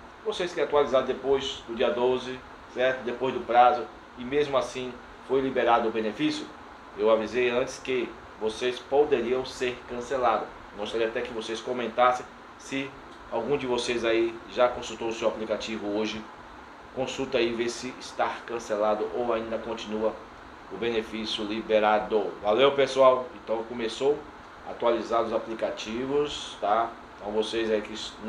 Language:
Portuguese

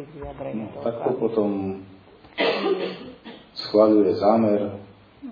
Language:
Slovak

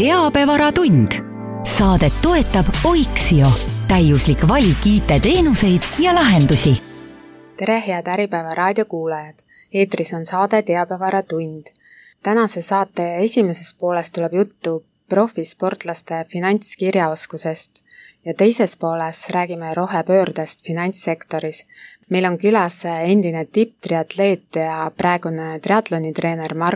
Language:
Estonian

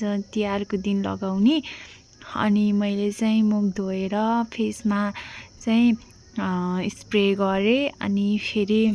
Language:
Nepali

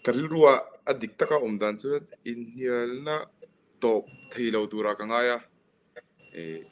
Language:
Mizo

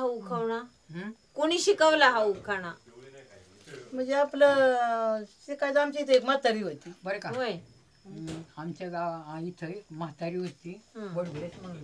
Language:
Marathi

